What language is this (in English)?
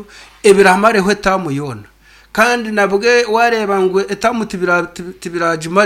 Nyankole